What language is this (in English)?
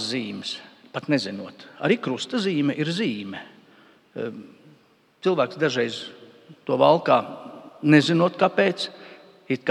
Latvian